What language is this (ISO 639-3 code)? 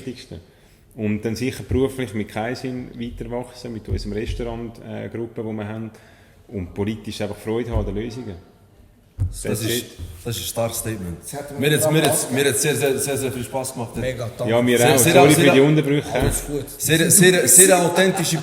gsw